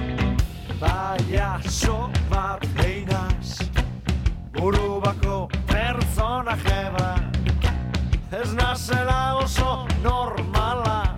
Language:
Basque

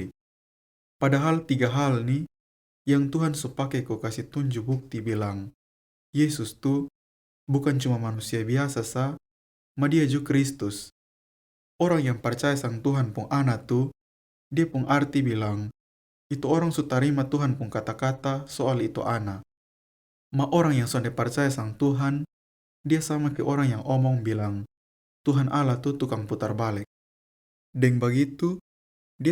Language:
Kupang Malay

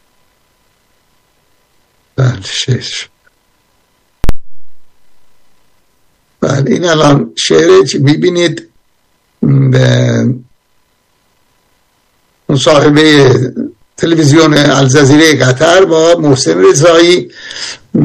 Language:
Persian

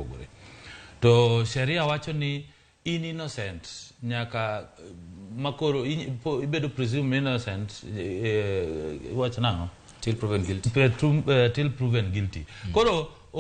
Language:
Luo (Kenya and Tanzania)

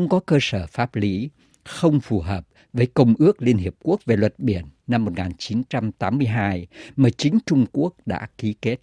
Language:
Vietnamese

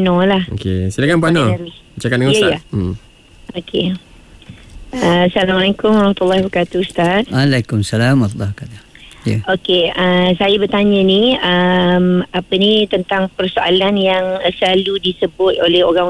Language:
Malay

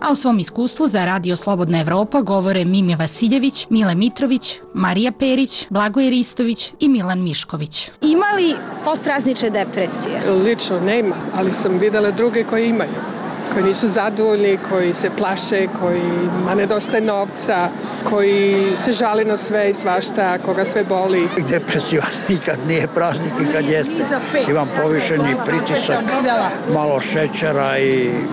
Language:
Serbian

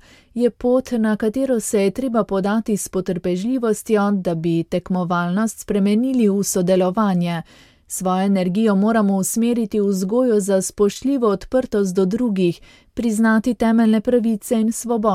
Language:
Slovenian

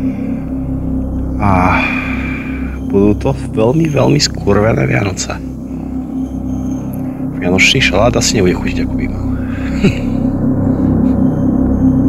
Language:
Slovak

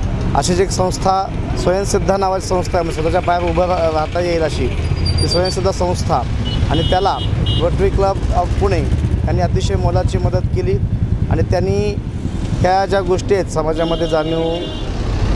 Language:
Marathi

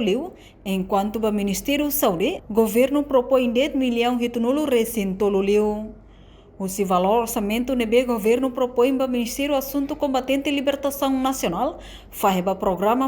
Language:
Tetum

